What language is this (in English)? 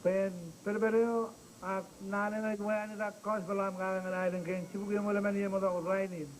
Marshallese